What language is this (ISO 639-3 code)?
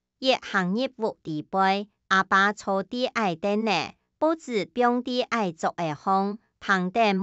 hak